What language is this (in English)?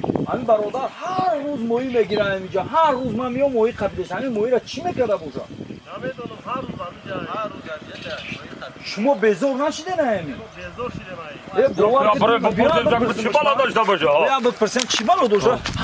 Tajik